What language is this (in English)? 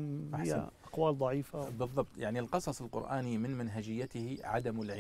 Najdi Arabic